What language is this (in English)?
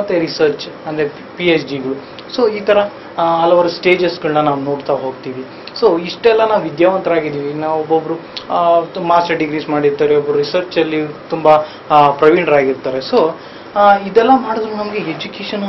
Kannada